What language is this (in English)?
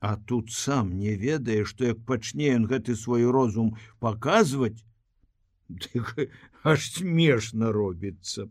Belarusian